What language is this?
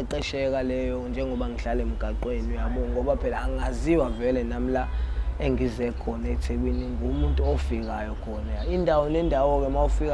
Zulu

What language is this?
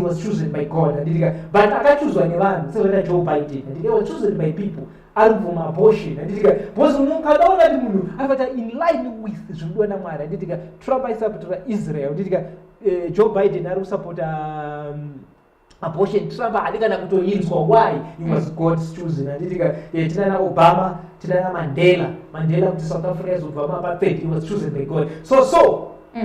Shona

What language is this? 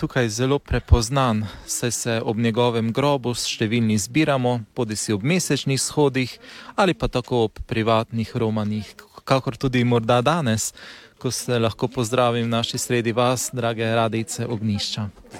Slovenian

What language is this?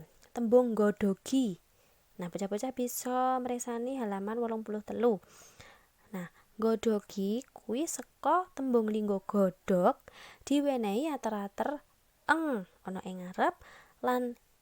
Javanese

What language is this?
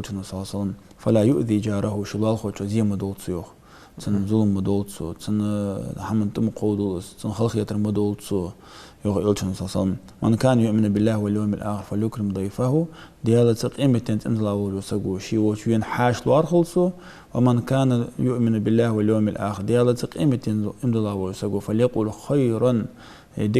Ingush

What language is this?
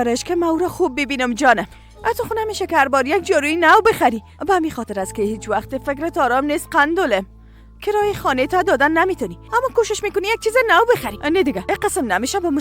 Persian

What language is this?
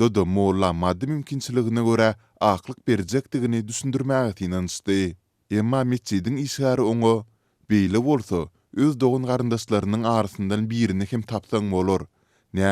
Turkmen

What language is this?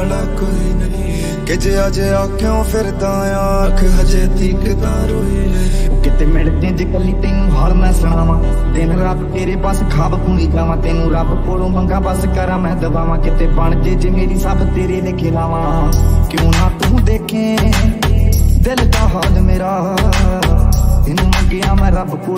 Punjabi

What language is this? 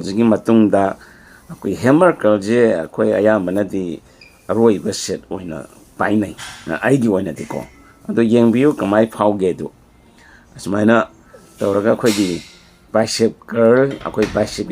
Manipuri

